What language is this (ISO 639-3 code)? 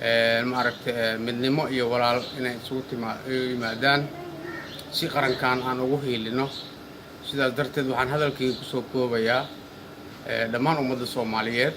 som